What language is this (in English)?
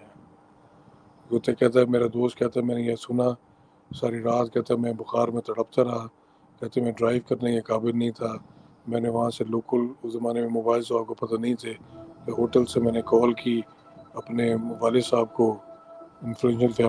Urdu